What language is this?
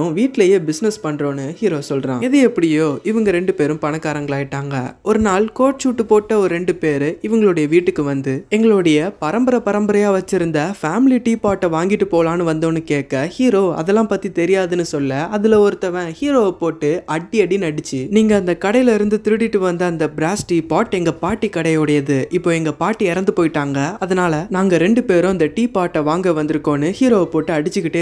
Tamil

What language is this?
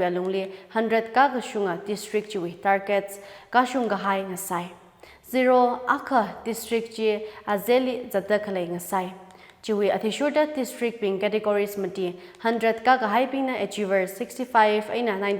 Tangkhul Naga (India)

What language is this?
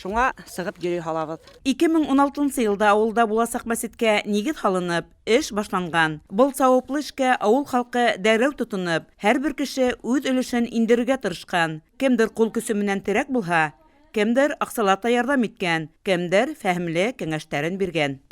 Bashkir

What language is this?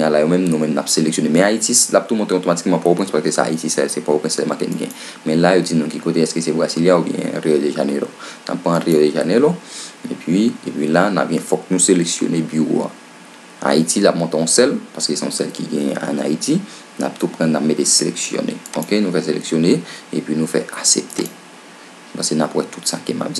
Haitian Creole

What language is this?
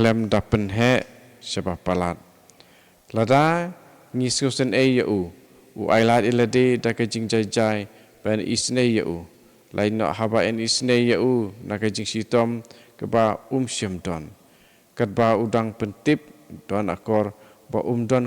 Khasi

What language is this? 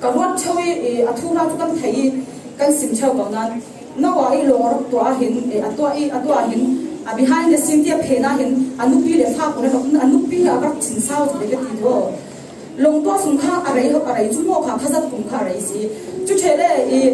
Falam Chin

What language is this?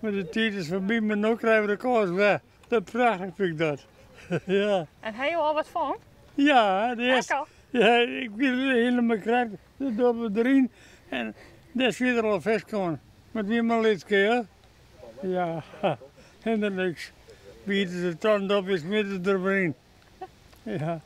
Western Frisian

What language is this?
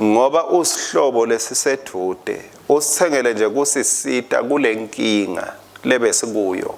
Swati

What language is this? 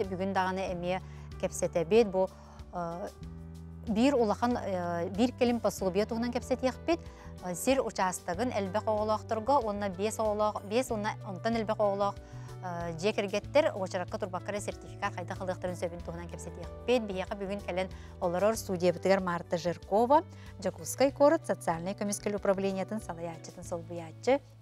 Yakut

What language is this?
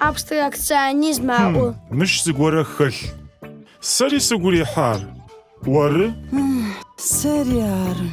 Adyghe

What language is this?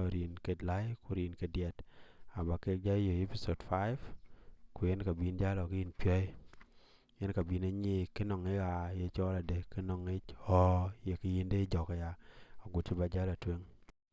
Dinka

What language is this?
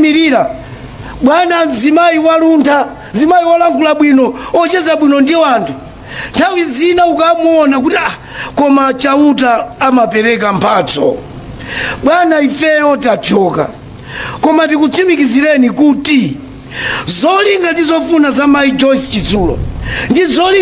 Nyanja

